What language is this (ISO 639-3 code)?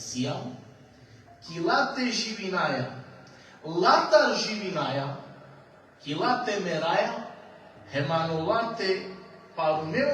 rmn